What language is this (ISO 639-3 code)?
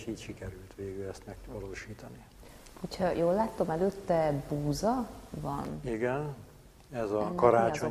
hun